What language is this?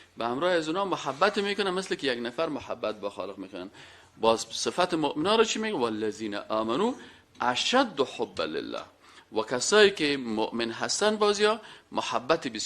Persian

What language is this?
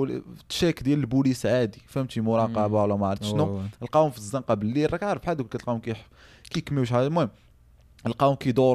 Moroccan Arabic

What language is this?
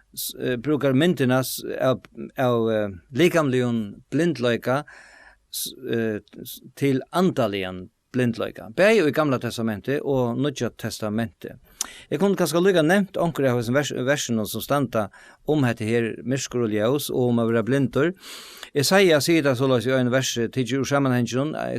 Faroese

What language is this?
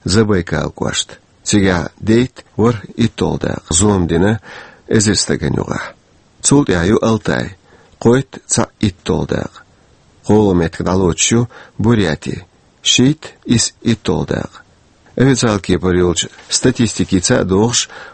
Chechen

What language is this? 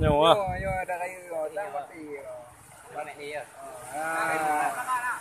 Achinese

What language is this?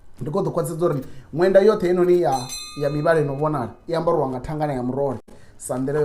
Venda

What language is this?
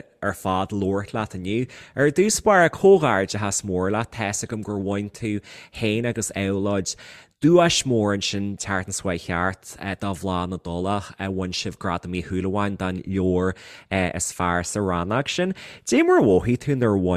Irish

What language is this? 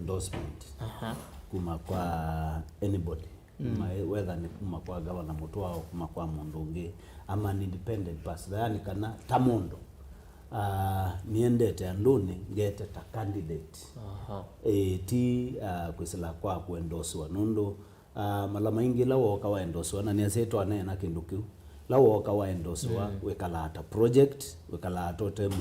Kamba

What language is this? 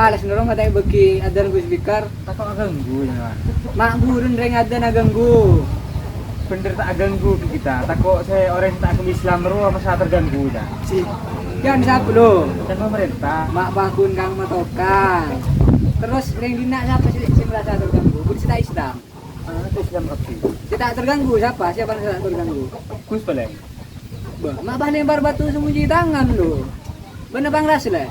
Madurese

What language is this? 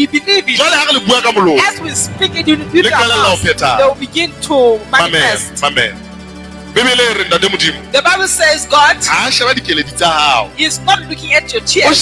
Southern Sotho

